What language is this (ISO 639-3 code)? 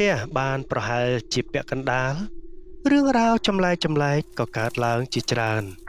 khm